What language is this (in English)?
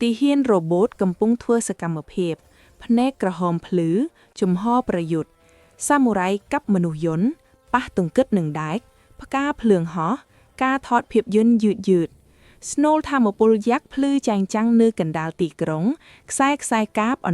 Khmer